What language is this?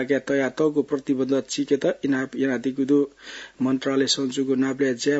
Newari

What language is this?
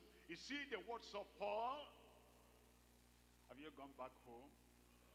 English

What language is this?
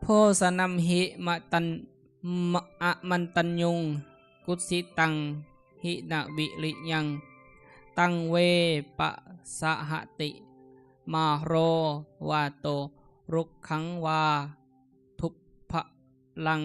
Lao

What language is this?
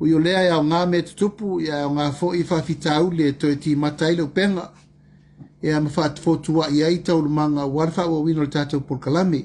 Samoan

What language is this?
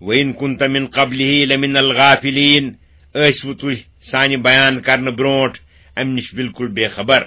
Kashmiri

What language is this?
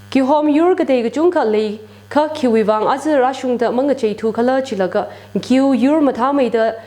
Tangkhul Naga (India)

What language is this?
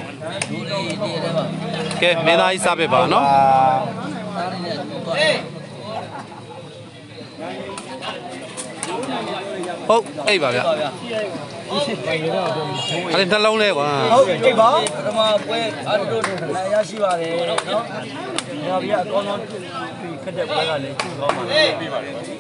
Burmese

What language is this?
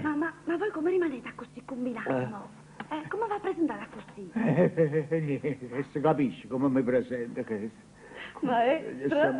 Neapolitan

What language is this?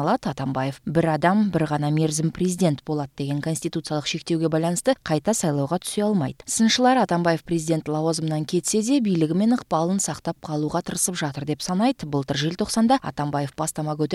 Kyrgyz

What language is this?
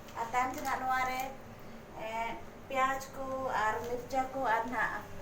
Santali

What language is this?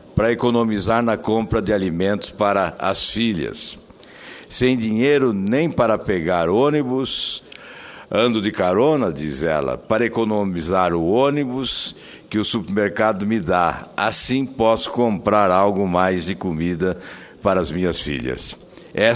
Portuguese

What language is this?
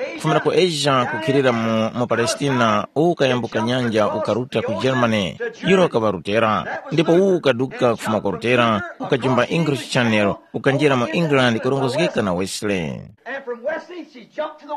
Tumbuka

